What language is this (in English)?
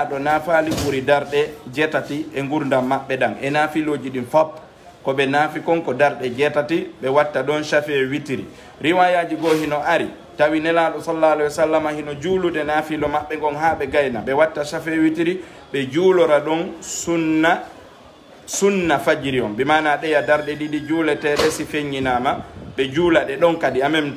Fula